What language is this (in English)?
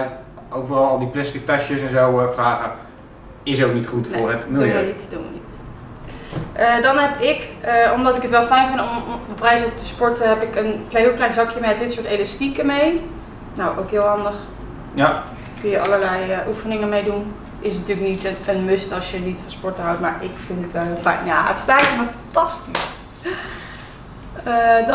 Dutch